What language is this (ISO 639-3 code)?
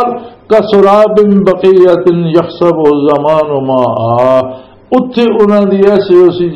lah